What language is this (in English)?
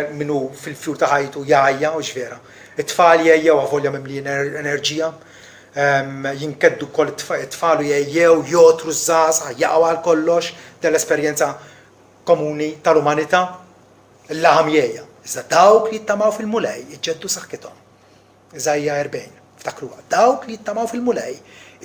Maltese